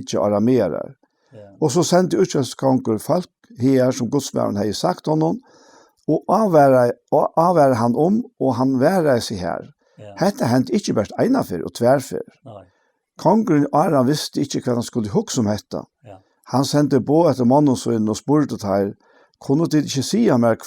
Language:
Faroese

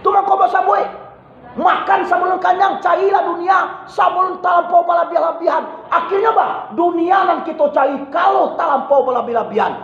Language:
Minangkabau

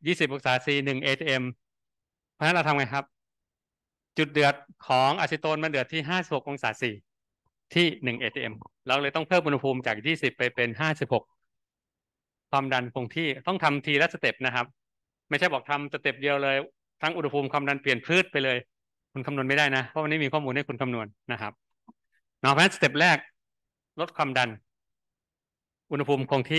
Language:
Thai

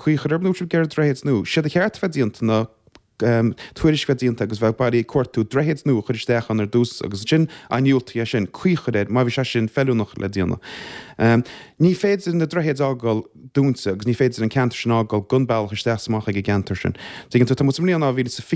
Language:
Irish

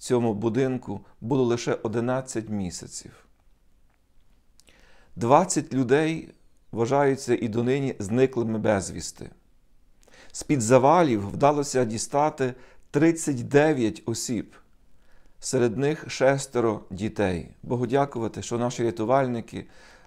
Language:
Ukrainian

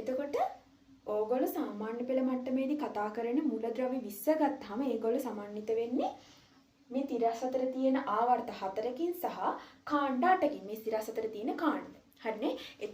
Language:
Sinhala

